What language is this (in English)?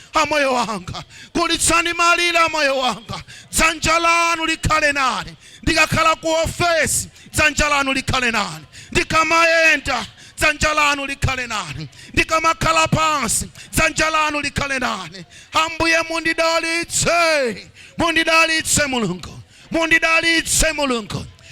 Nyanja